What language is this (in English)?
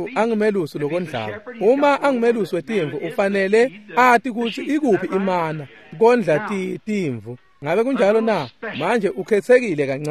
Swati